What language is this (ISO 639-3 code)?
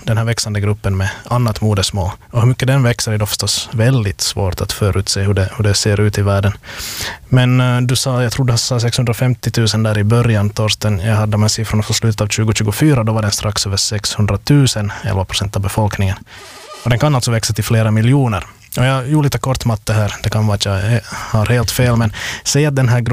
swe